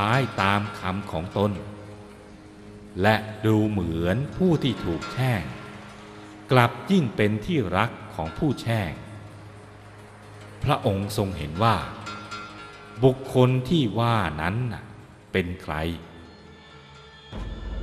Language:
Thai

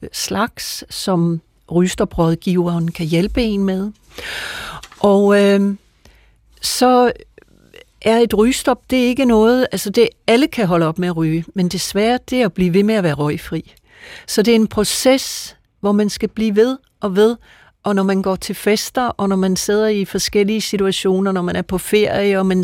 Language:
Danish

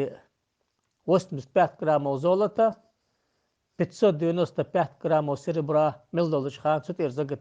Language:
Ingush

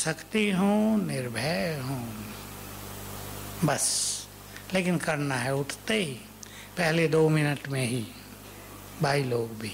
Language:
Hindi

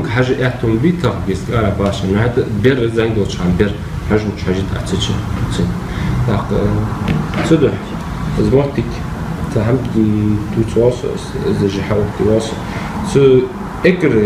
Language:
Ingush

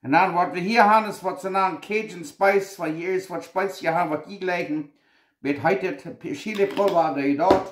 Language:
Plautdietsch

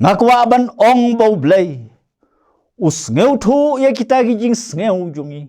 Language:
Khasi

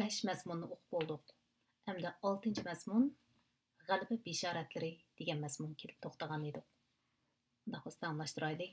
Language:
Uyghur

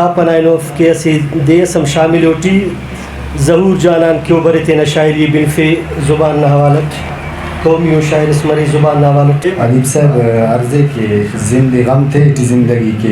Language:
Brahui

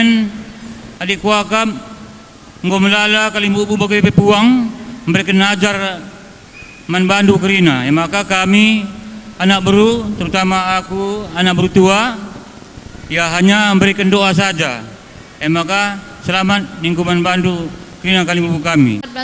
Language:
Batak Karo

